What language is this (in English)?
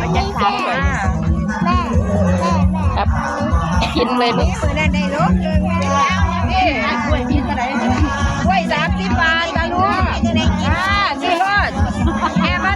Northeastern Thai